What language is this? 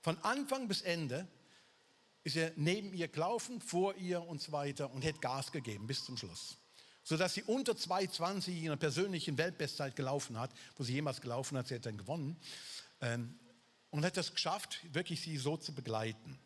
Swiss German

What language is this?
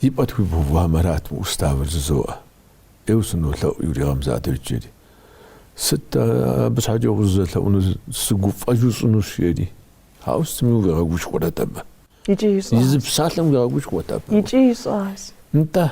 Kabardian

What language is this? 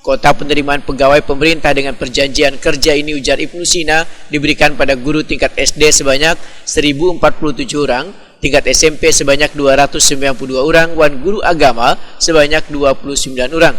Banjar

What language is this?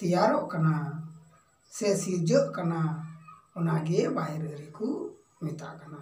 Santali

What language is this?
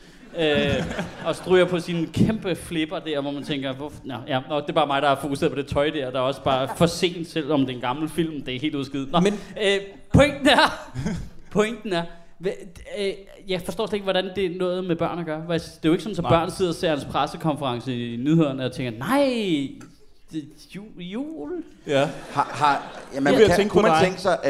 Danish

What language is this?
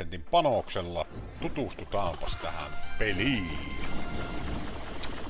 Finnish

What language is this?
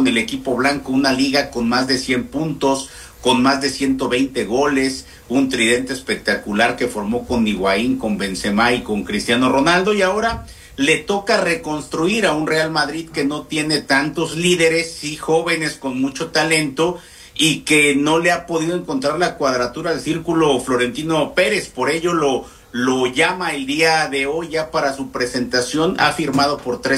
Spanish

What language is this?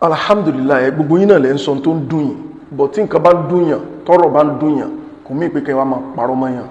Yoruba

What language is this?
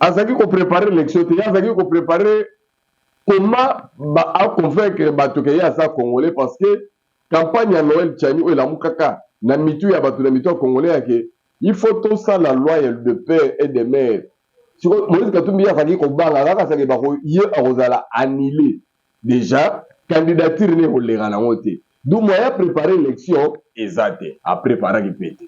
Lingala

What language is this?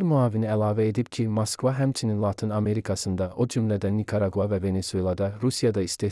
Azerbaijani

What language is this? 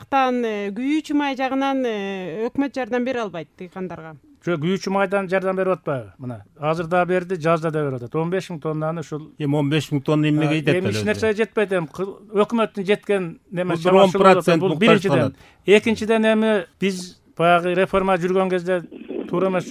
Kyrgyz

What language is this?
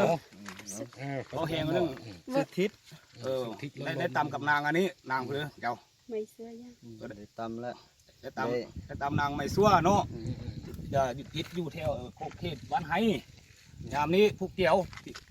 Lao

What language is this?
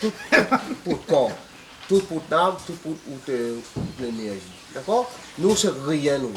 Réunion Creole French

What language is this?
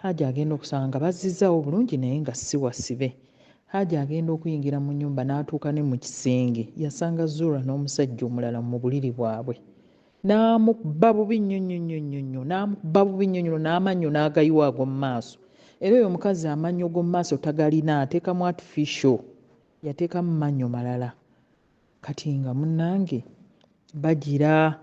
Ganda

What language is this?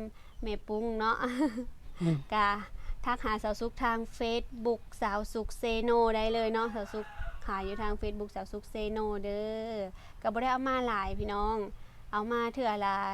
Lao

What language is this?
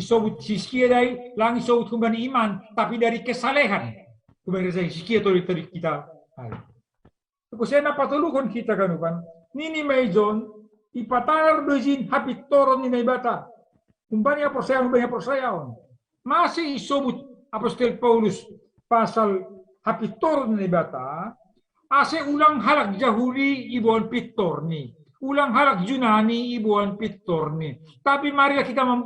Batak Simalungun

